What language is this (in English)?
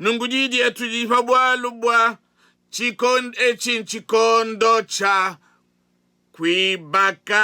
Luba-Lulua